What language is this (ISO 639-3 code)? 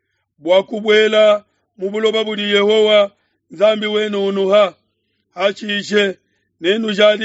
lua